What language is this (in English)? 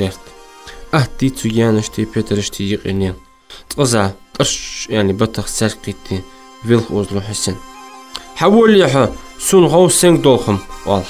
Ingush